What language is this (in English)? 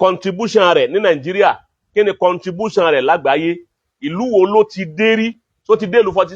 Yoruba